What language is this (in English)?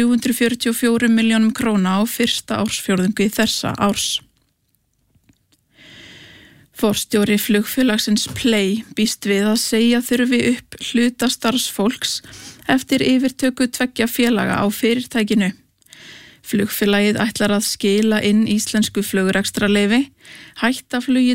Icelandic